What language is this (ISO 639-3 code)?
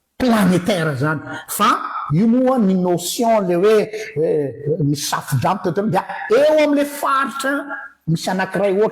mlg